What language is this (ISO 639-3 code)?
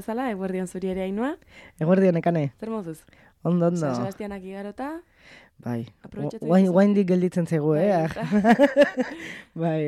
eus